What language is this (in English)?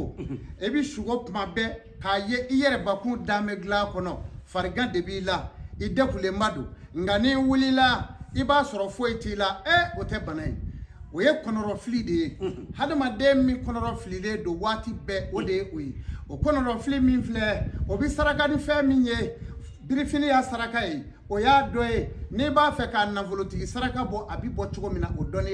Bambara